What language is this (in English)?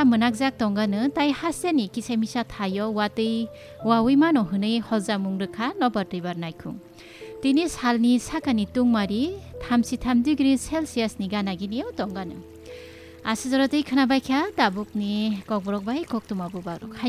Kok Borok